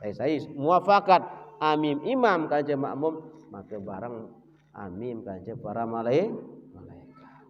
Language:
Sasak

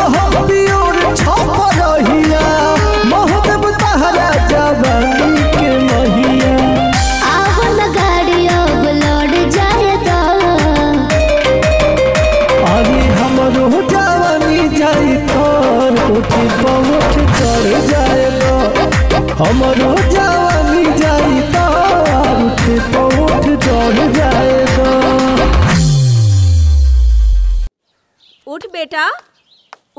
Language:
Bhojpuri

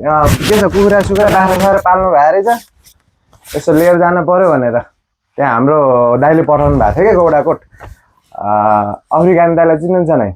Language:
Nepali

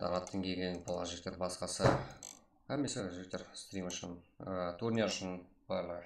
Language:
Kara-Kalpak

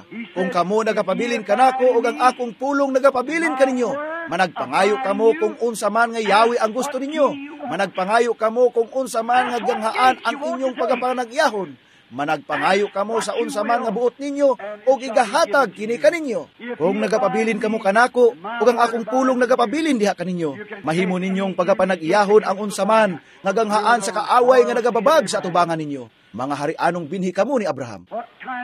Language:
Cebuano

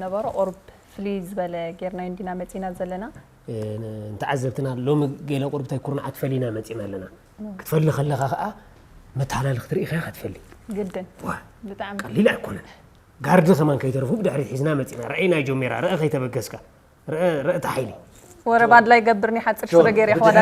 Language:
Tigrinya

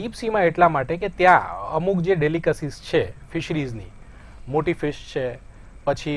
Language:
Gujarati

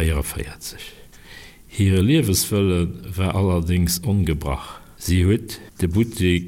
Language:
Luxembourgish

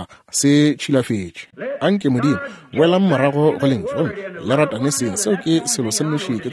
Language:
Northern Sotho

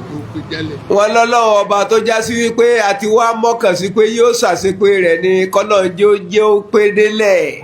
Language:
Yoruba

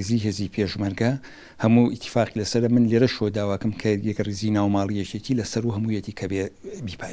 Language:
Central Kurdish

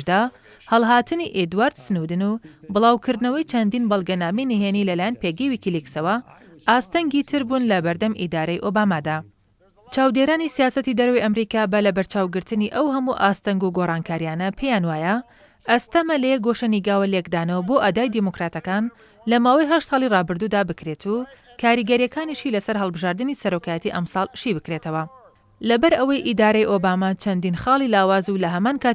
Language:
Central Kurdish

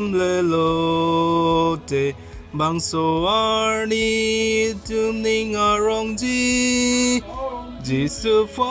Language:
Karbi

